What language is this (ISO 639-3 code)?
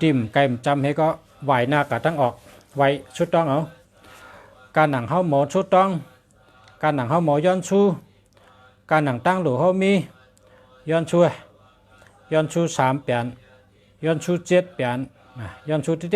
shn